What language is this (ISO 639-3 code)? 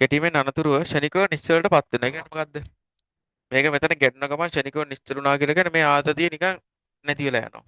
sin